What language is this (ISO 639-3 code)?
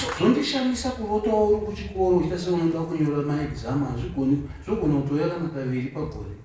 sna